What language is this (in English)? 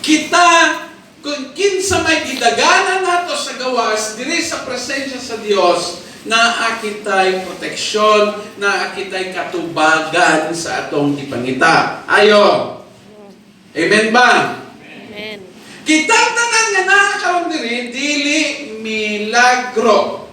Cebuano